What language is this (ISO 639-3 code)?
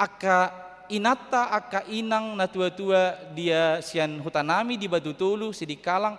bbc